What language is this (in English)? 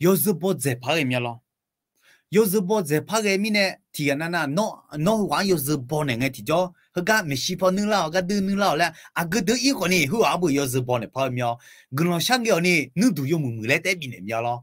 Akha